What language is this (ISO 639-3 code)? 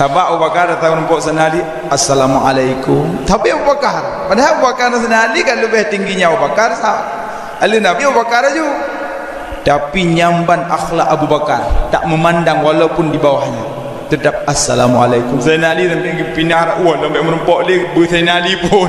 ace